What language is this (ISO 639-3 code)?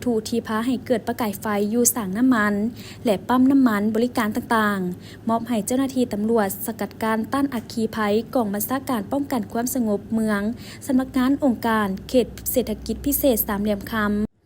lao